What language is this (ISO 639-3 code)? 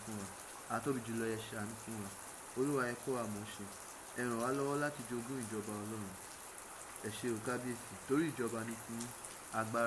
yor